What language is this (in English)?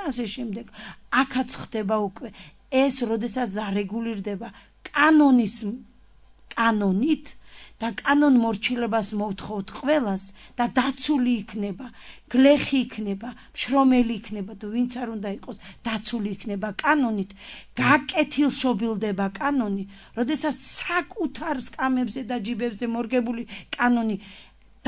Georgian